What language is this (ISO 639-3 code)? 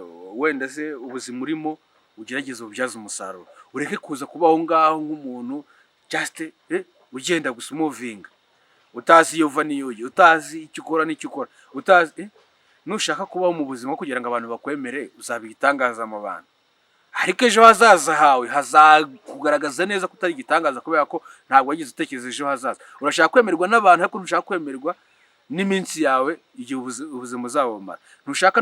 kin